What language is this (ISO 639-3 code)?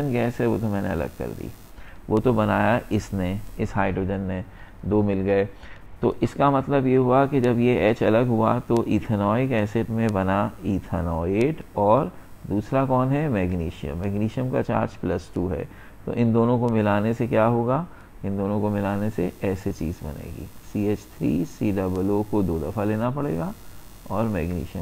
hin